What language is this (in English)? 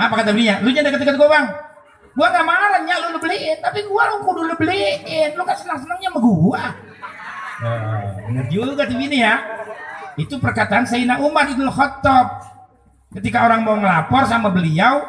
Betawi